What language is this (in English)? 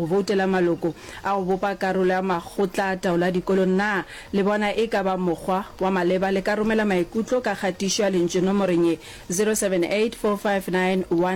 Northern Sotho